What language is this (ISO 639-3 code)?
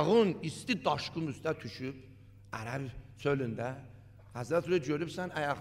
aze